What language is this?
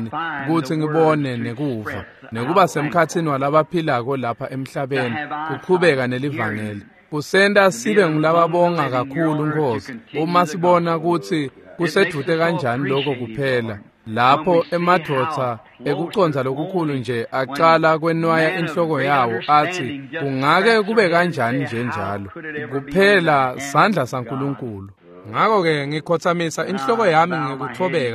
Swati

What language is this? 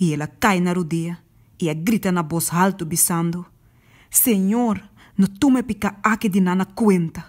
Papiamento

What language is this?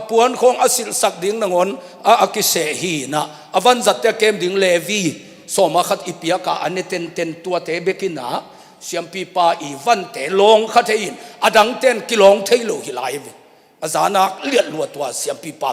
Tedim Chin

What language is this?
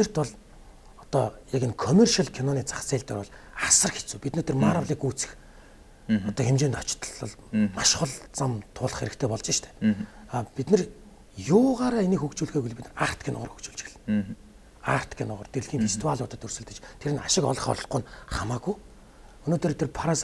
Mongolian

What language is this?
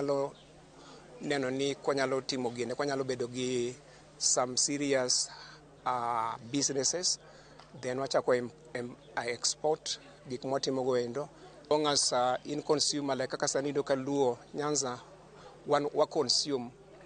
Luo (Kenya and Tanzania)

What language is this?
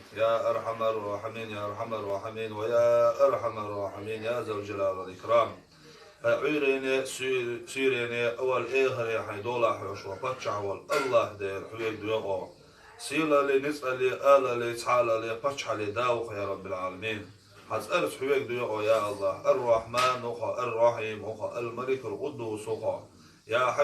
Chechen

